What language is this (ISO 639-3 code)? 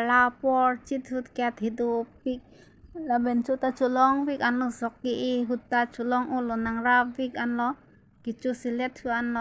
mjw